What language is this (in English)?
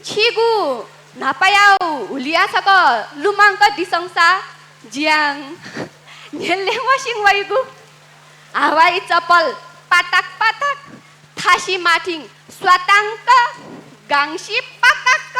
Newari